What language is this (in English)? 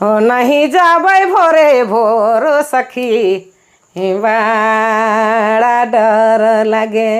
Sadri